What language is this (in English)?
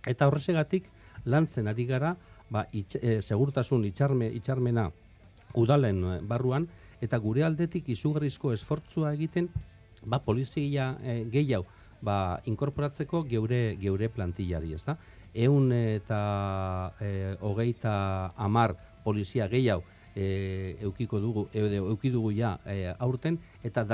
Basque